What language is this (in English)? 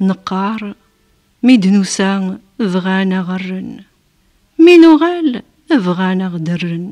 Kabyle